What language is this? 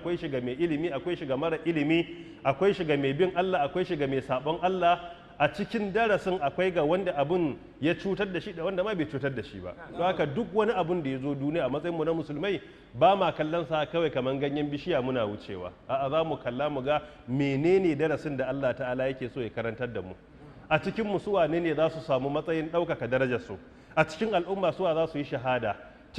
Hausa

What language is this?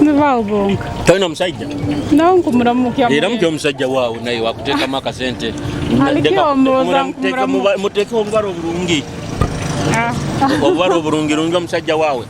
Nyoro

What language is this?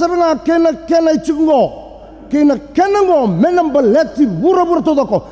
Fijian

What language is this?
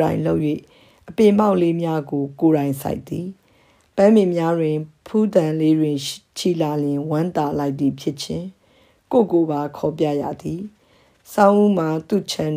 Burmese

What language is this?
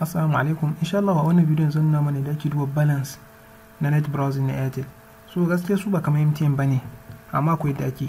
Hausa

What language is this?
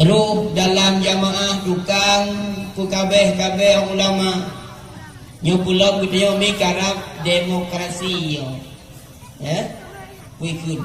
Achinese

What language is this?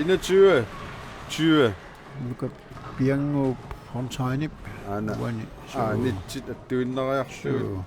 Kalaallisut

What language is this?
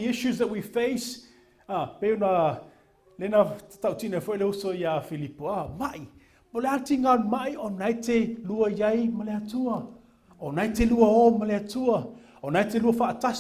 Samoan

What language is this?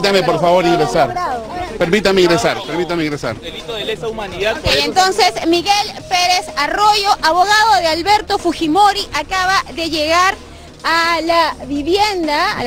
Spanish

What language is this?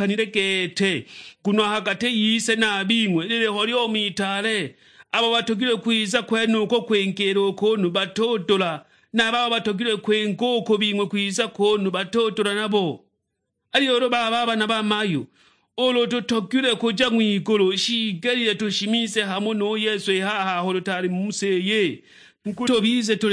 Sukuma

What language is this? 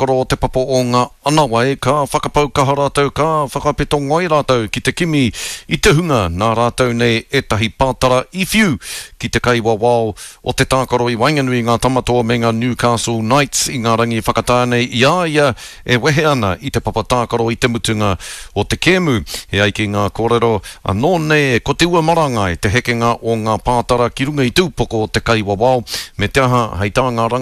Māori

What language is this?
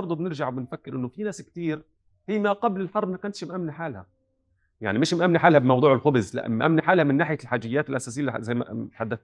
North Levantine Arabic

